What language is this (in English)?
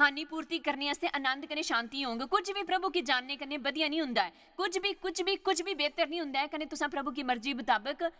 Dogri